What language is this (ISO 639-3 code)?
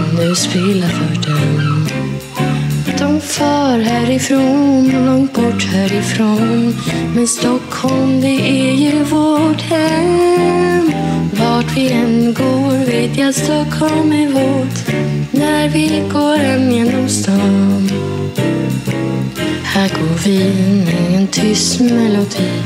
swe